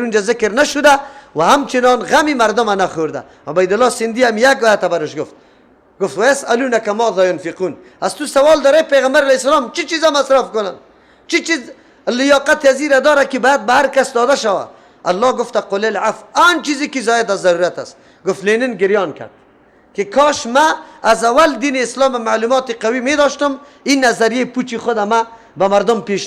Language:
Persian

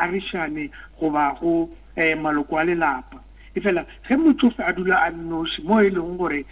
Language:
Northern Sotho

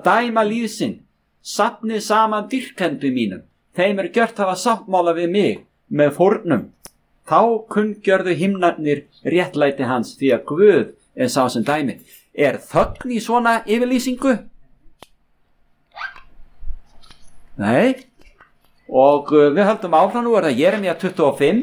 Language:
Icelandic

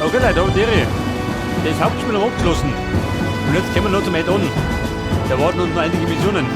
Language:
Bavarian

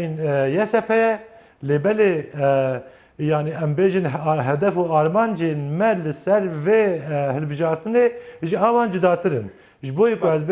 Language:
Kurdish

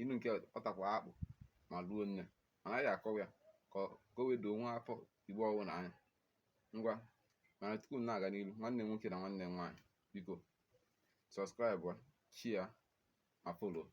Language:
Igbo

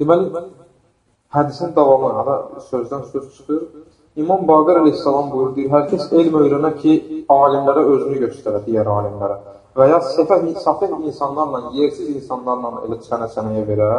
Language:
Azerbaijani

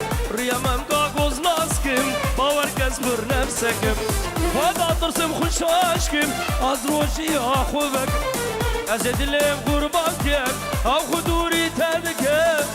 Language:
Kurdish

